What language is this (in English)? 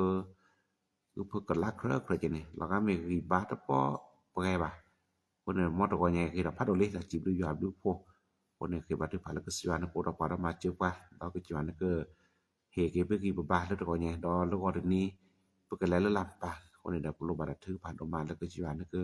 S'gaw Karen